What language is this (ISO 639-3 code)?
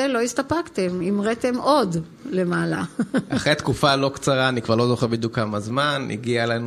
heb